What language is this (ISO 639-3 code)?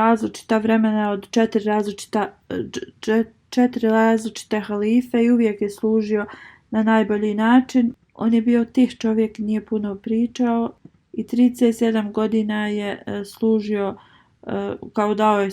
bos